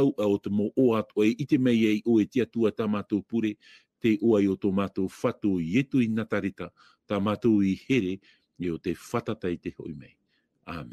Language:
Tahitian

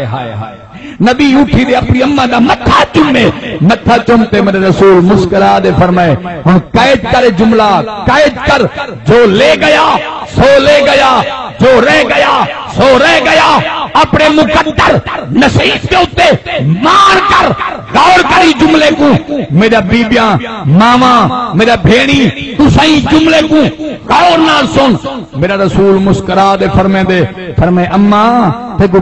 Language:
Saraiki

